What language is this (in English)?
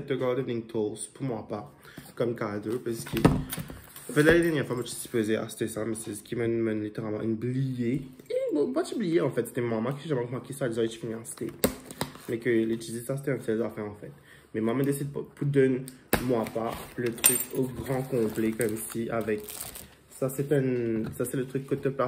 Morisyen